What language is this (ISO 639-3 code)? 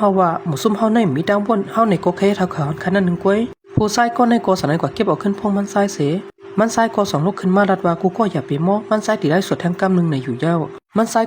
shn